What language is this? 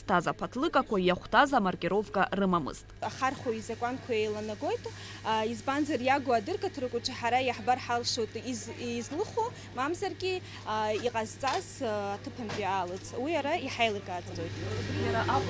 Abkhazian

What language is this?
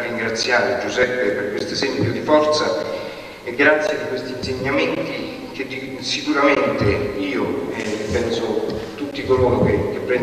Italian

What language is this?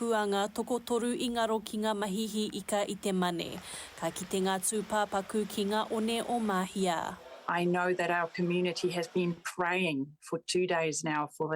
Māori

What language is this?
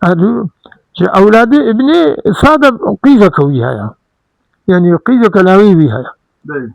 Kurdish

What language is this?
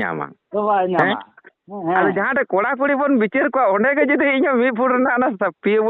Santali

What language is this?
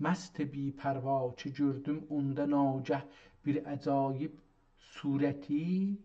South Azerbaijani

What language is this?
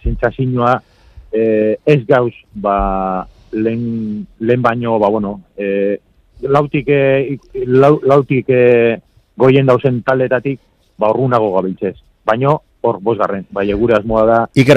Basque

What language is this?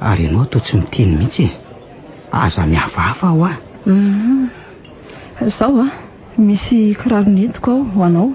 Malagasy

